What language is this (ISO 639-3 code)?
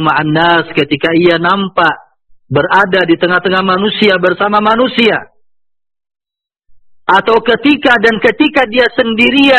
ind